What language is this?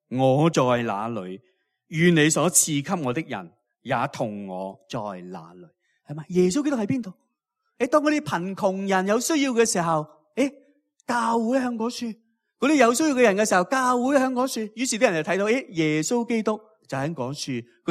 Cantonese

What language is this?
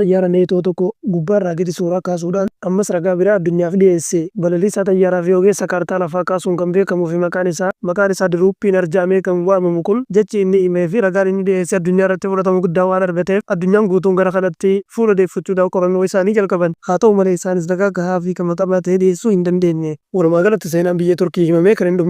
Oromo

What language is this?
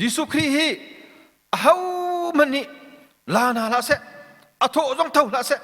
Hakha Chin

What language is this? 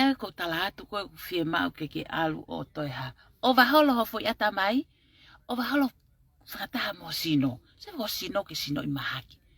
Tongan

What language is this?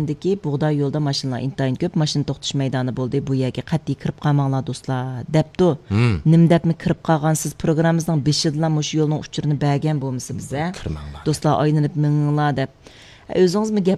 Uyghur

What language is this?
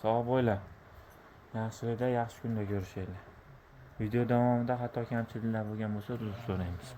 Uzbek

